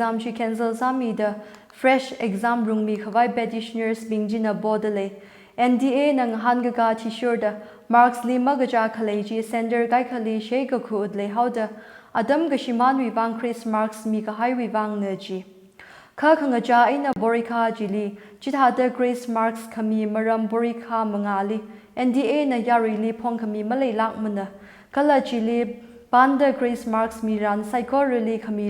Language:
Tangkhul Naga (India)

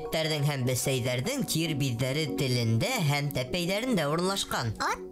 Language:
Bashkir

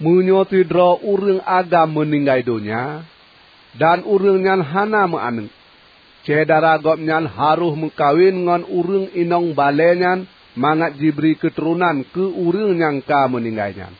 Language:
Achinese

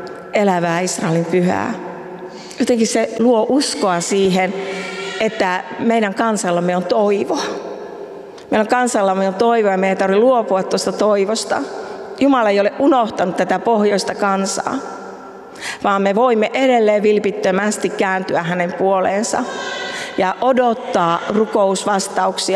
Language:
Finnish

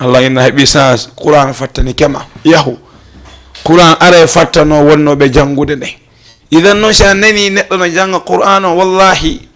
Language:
Fula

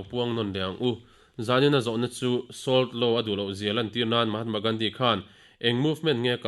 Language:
Mizo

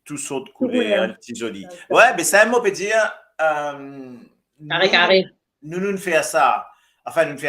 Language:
Morisyen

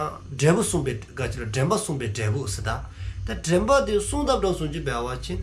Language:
Dzongkha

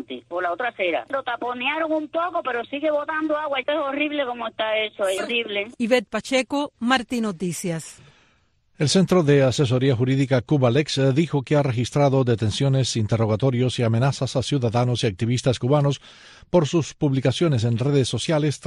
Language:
Spanish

